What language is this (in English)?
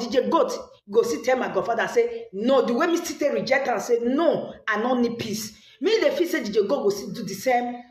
Nigerian Pidgin